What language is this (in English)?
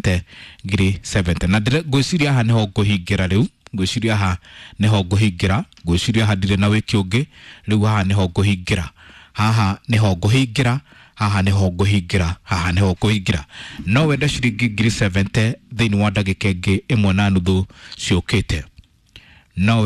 Kikuyu